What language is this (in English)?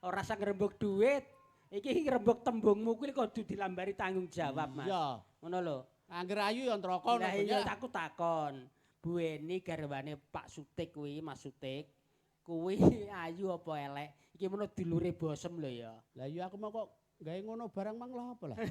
Javanese